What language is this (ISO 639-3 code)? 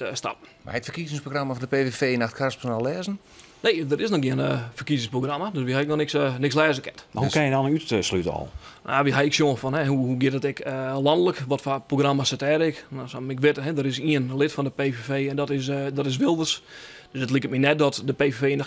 fry